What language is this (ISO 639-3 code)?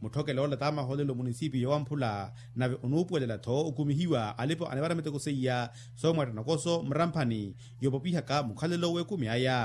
vmw